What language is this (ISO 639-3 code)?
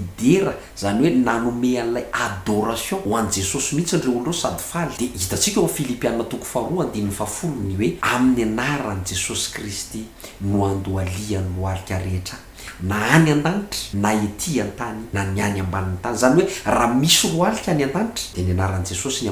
mlg